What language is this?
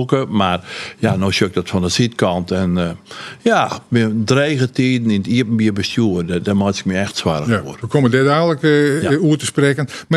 Western Frisian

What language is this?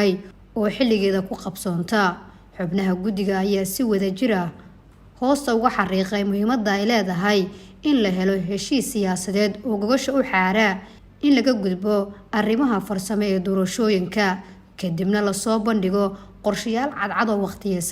Somali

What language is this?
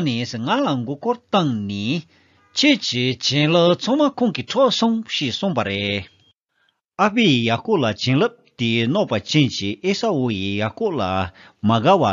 Tibetan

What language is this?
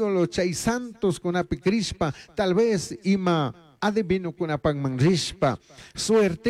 Chimborazo Highland Quichua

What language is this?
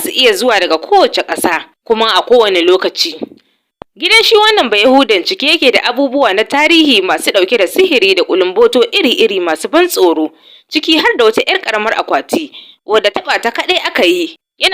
Hausa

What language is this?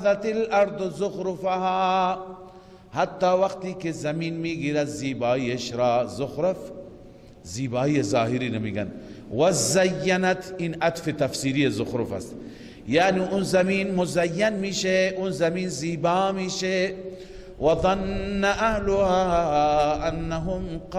Persian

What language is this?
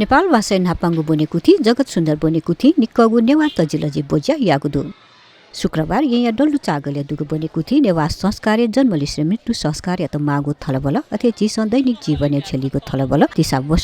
Newari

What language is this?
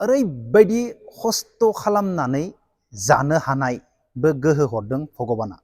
Bodo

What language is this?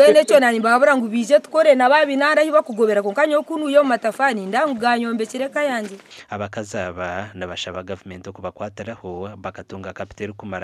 Nyankole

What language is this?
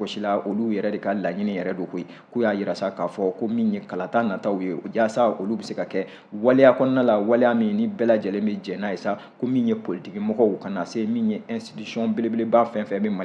Bambara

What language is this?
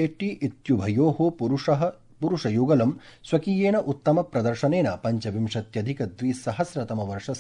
Sanskrit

